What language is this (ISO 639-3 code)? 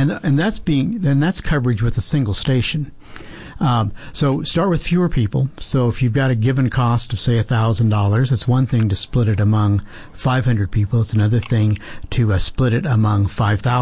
eng